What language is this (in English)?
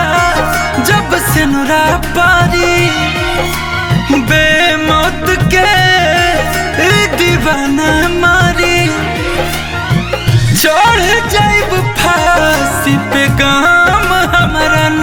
Bhojpuri